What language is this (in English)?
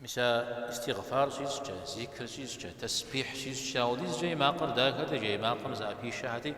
Kabardian